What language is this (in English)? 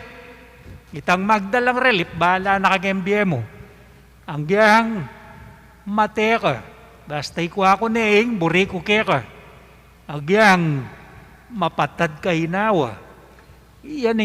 Pampanga